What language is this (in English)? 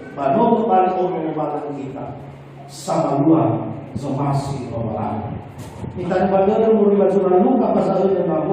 Nias